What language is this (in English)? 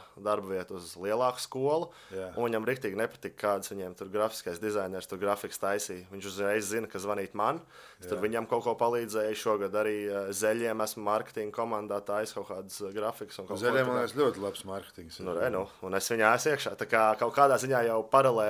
Latvian